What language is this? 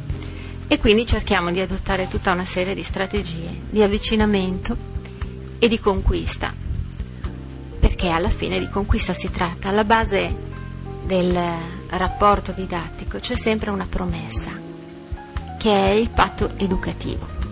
Italian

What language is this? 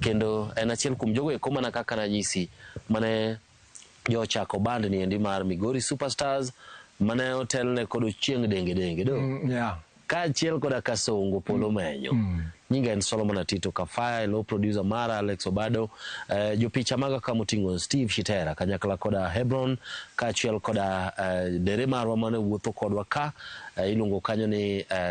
Luo (Kenya and Tanzania)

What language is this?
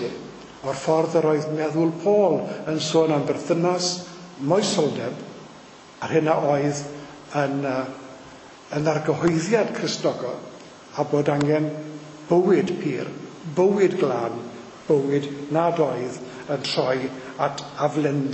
Welsh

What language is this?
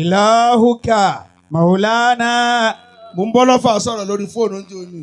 Yoruba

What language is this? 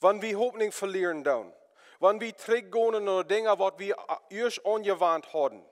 Plautdietsch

